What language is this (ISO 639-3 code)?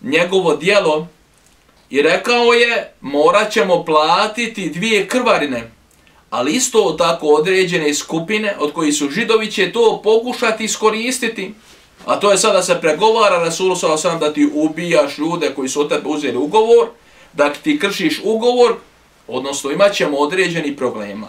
bos